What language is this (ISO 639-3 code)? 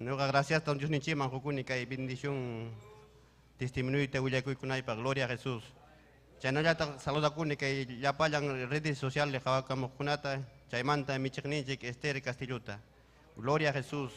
quy